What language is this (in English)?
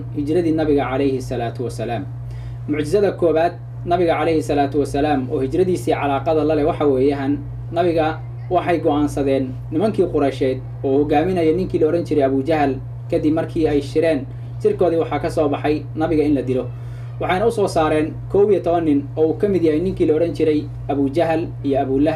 Somali